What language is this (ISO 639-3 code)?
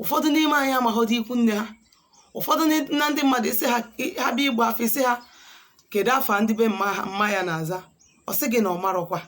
ibo